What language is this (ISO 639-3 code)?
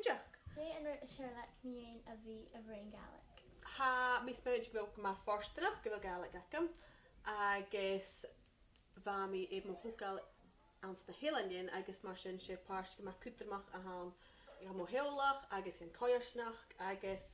gla